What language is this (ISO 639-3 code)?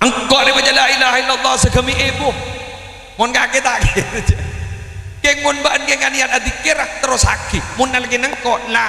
mad